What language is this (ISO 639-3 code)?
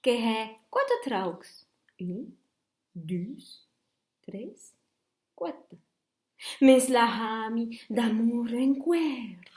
oci